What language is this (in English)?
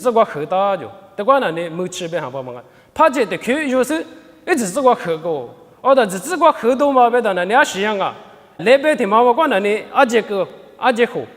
Lisu